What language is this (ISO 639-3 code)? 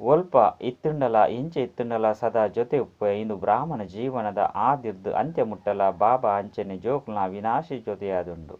tcy